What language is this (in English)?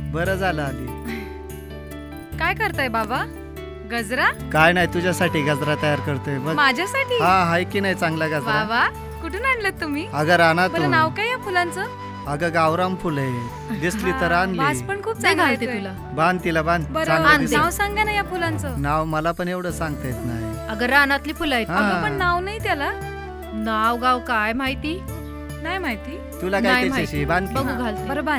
Marathi